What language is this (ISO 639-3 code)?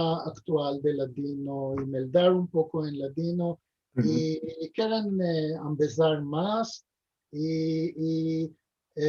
lad